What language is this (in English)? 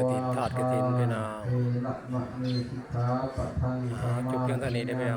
Pali